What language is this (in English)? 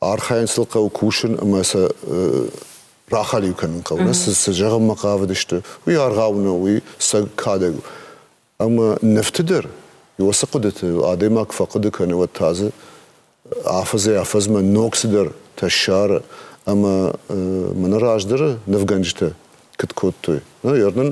Ossetic